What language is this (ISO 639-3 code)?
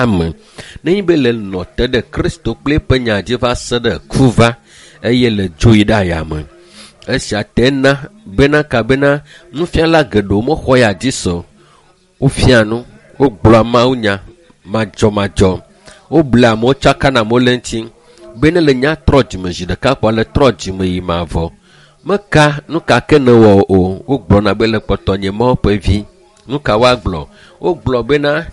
ewe